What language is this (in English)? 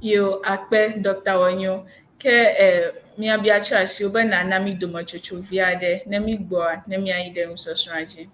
Ewe